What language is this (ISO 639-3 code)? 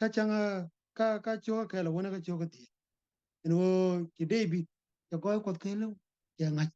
nus